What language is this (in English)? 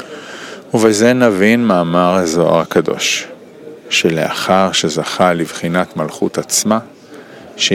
Hebrew